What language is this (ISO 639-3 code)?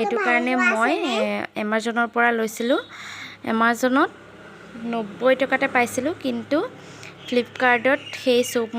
asm